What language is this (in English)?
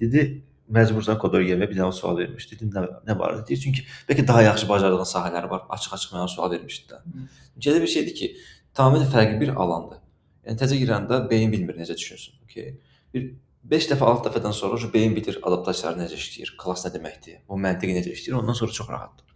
Azerbaijani